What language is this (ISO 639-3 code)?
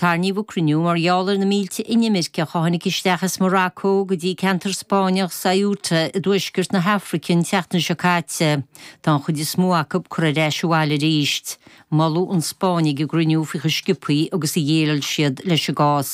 gle